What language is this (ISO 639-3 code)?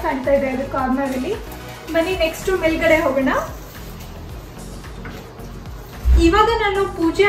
kan